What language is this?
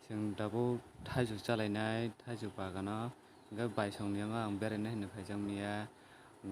Kok Borok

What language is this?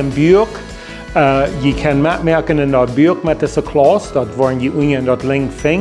Plautdietsch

